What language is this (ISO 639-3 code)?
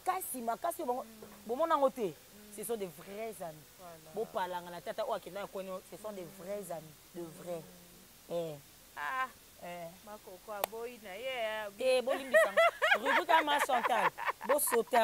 lin